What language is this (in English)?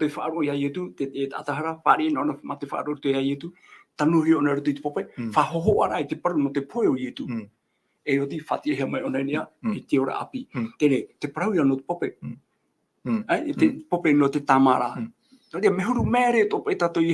Tahitian